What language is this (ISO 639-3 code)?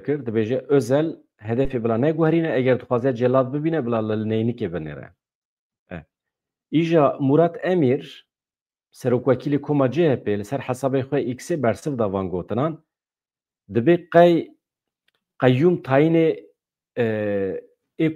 kur